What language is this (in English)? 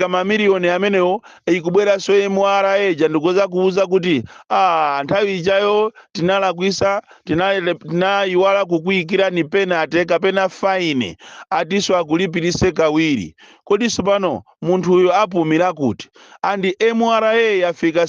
Nyanja